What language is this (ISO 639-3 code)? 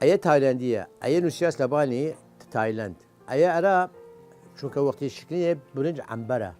sdh